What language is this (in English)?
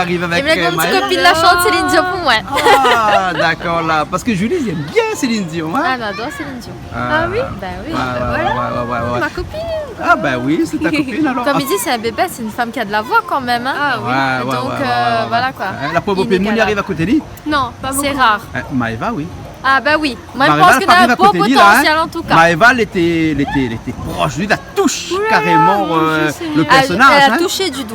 Réunion Creole French